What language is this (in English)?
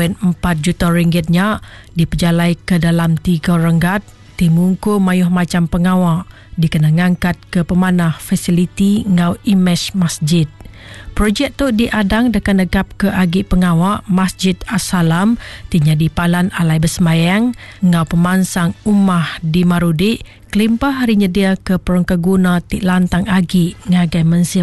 Iban